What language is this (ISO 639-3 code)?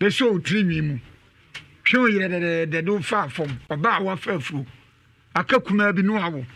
aka